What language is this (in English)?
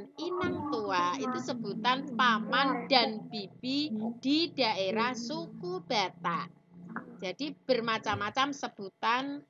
Indonesian